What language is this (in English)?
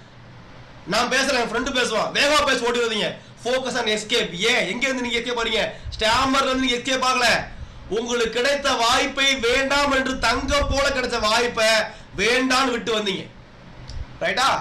Tamil